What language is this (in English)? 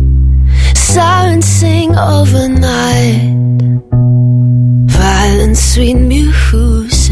Portuguese